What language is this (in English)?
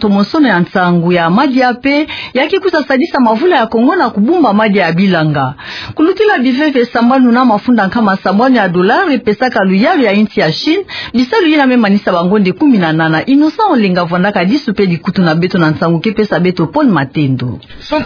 Kituba (Democratic Republic of Congo)